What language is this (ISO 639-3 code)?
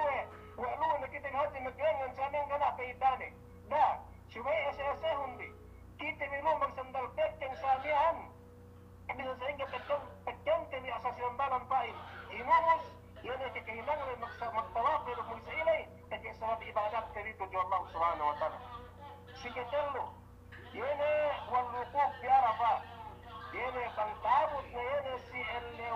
yka